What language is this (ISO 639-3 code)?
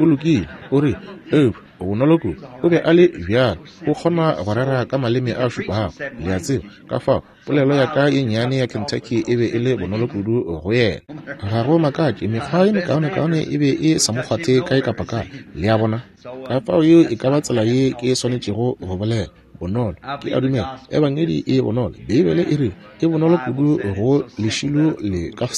nso